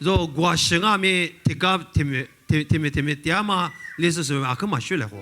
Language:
Lisu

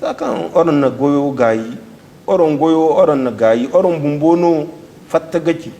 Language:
Zarma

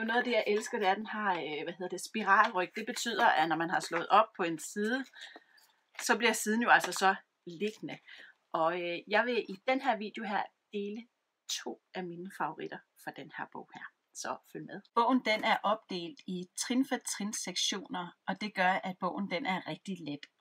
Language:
Danish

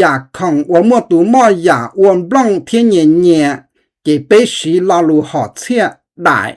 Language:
Hmong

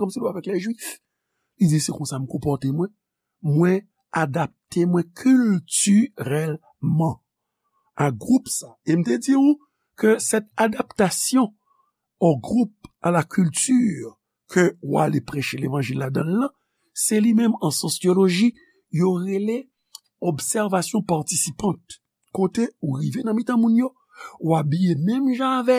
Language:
Haitian Creole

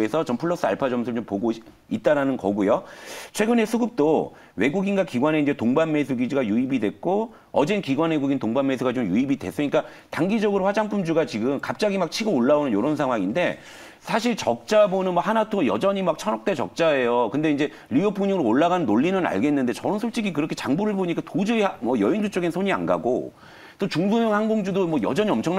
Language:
Korean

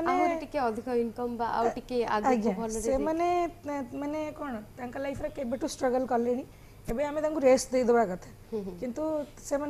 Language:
Odia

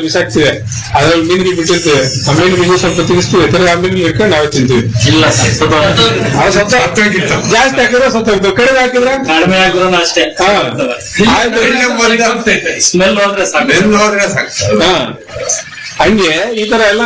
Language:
Kannada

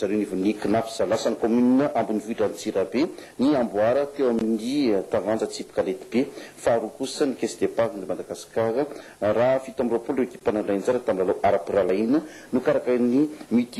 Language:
Malagasy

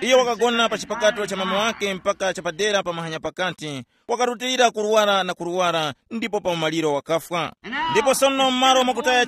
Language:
Tumbuka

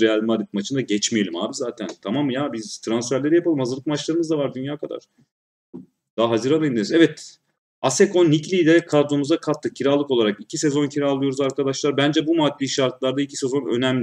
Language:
Turkish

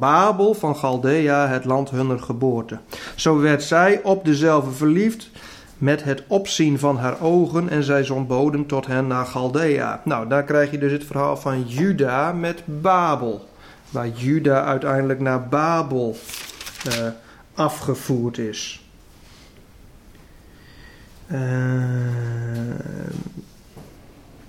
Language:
Dutch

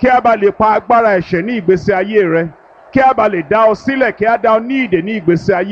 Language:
Yoruba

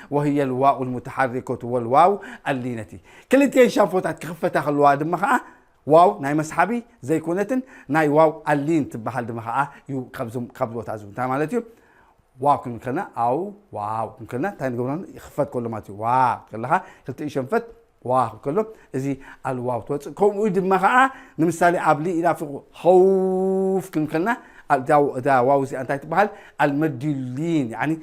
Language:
Tigrinya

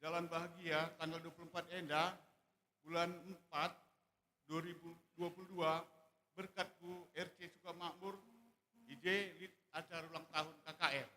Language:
Batak Karo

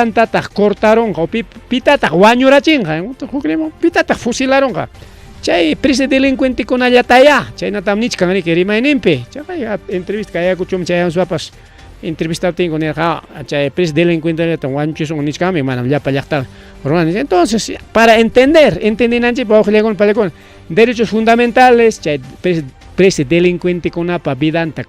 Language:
Ayacucho Quechua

